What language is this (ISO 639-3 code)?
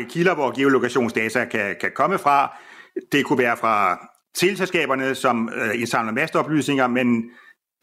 dan